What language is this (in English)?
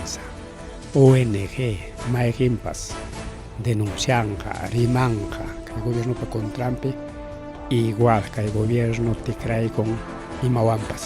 Ayacucho Quechua